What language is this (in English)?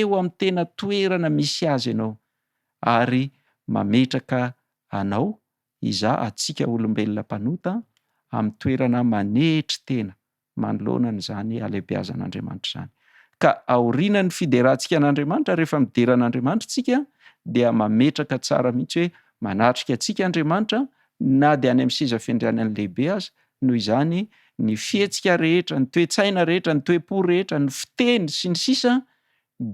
Malagasy